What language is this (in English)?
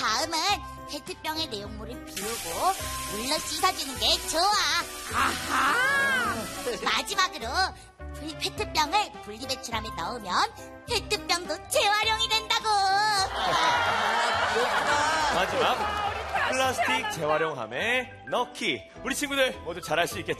Korean